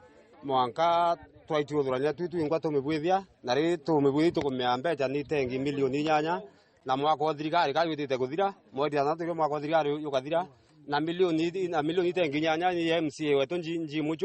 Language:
Meru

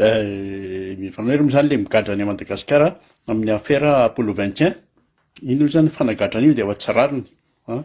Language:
Malagasy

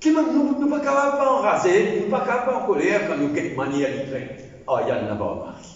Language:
Morisyen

